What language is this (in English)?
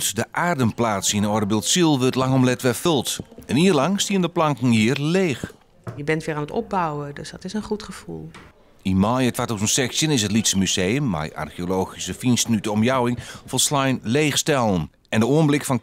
Western Frisian